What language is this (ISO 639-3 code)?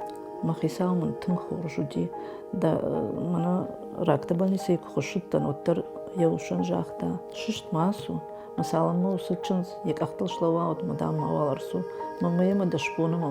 oss